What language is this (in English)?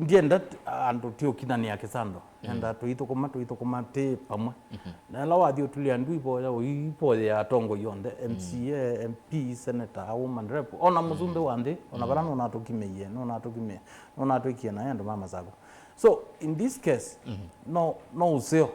Kamba